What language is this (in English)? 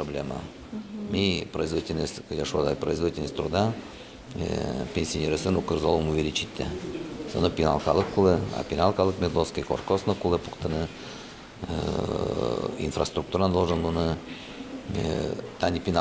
Udmurt